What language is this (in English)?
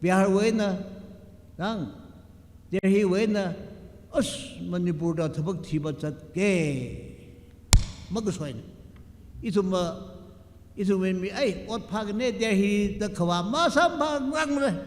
Tangkhul Naga (India)